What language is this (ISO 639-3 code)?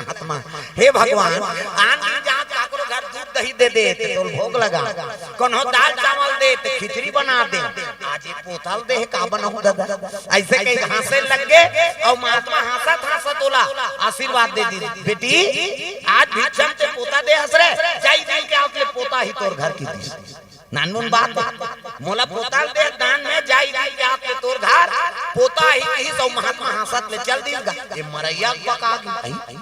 hne